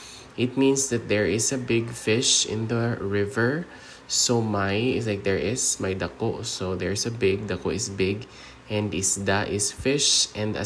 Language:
Hiligaynon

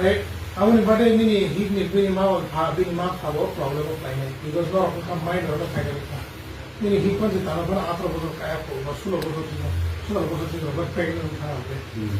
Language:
Kok Borok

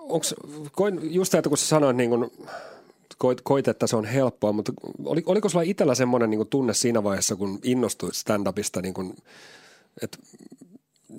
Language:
Finnish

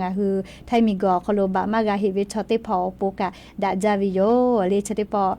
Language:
Lahu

